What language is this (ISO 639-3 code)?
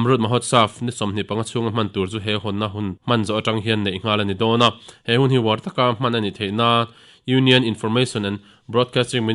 lus